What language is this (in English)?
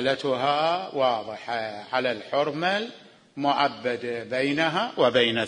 Mesopotamian Arabic